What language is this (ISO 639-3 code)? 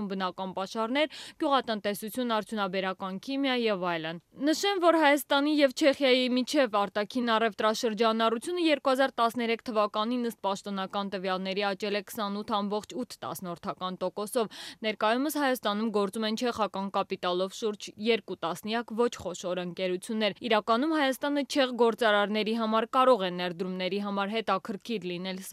hye